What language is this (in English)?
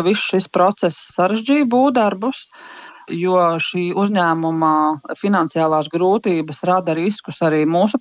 Latvian